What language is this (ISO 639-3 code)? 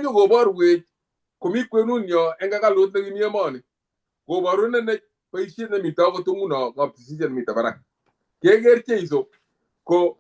kln